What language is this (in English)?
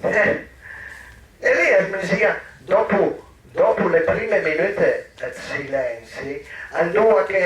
Piedmontese